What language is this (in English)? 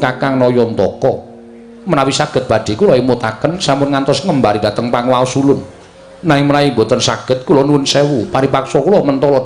Javanese